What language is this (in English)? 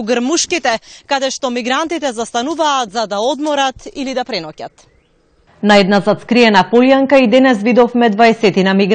Macedonian